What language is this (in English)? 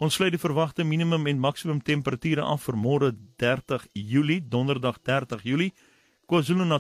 Afrikaans